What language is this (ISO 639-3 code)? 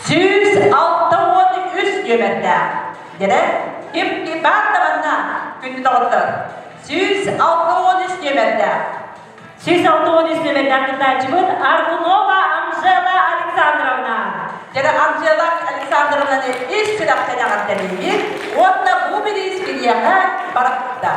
sah